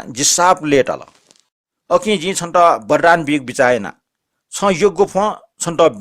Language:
Newari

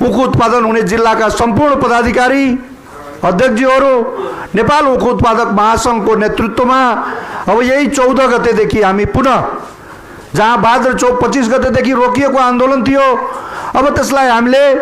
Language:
Nepali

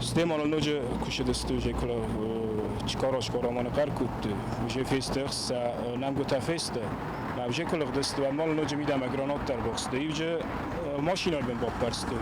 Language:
Ossetic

